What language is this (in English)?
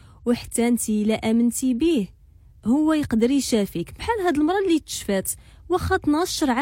Moroccan Arabic